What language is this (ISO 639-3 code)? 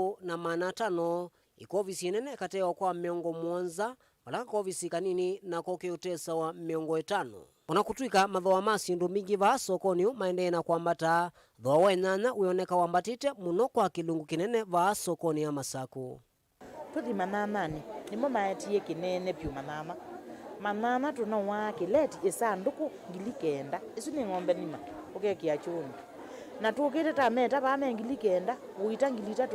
kam